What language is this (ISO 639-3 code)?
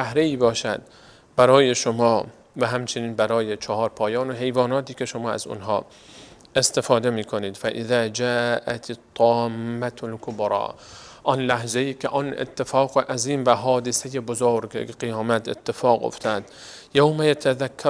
fas